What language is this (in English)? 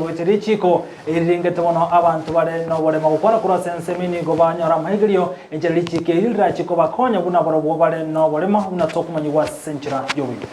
Gusii